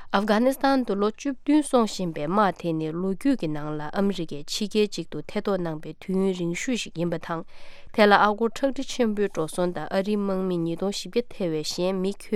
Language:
Tibetan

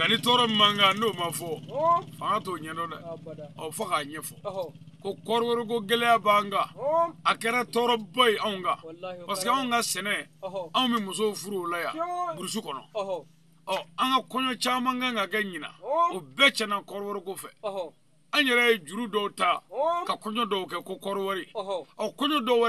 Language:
Bambara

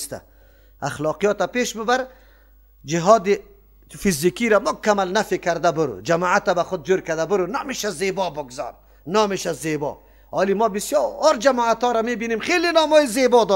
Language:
Persian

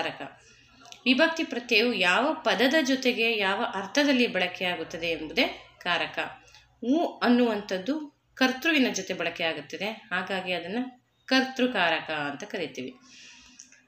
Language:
Kannada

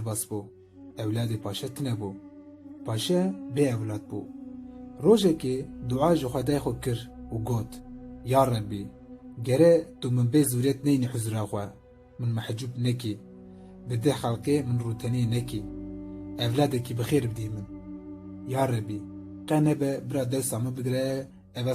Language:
Kurdish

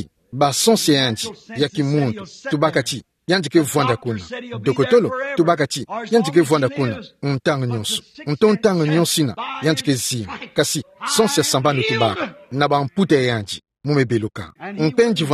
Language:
Kituba (Democratic Republic of Congo)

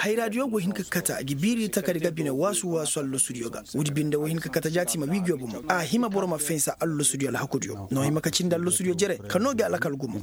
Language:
Koyraboro Senni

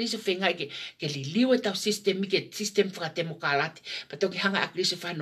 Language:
Tongan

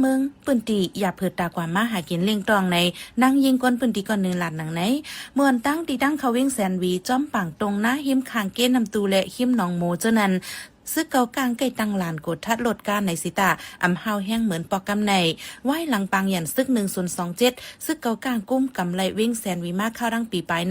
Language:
Shan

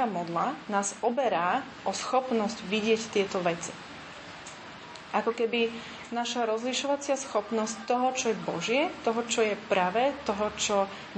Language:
Slovak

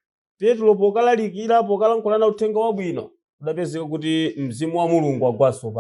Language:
Nyanja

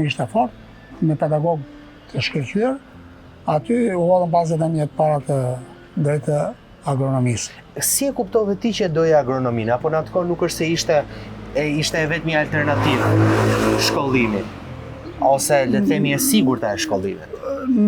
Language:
Albanian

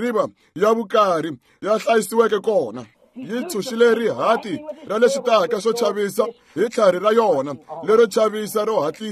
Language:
Tsonga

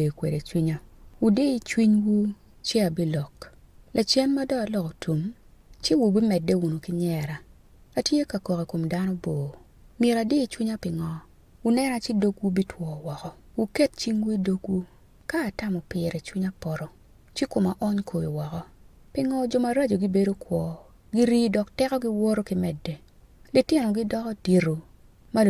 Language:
Acoli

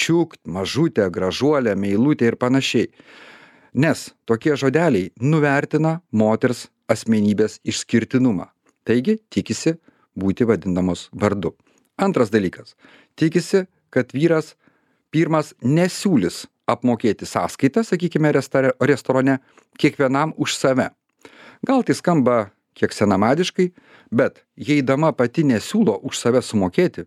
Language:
Lithuanian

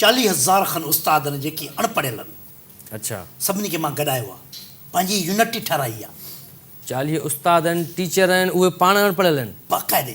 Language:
Sindhi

